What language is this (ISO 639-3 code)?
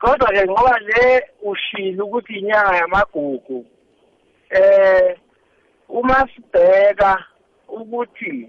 nbl